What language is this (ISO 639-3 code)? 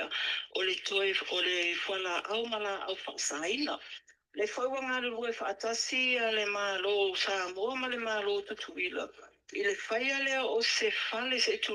smo